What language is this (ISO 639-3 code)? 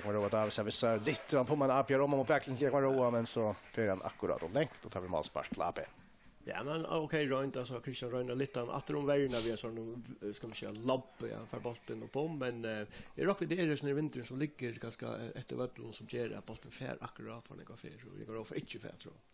fao